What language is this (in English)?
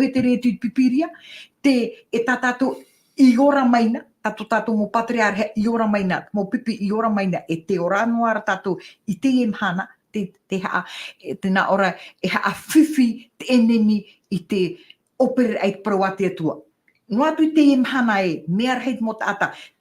Tahitian